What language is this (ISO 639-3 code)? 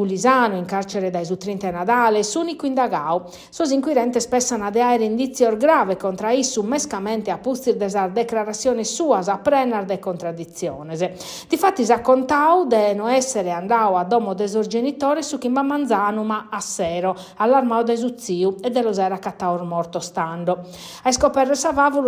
srd